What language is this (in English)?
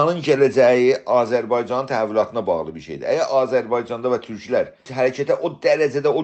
South Azerbaijani